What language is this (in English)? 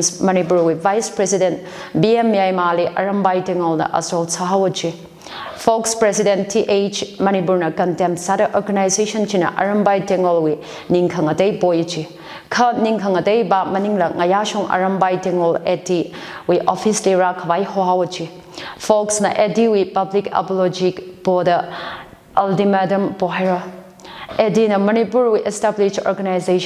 Tangkhul Naga (India)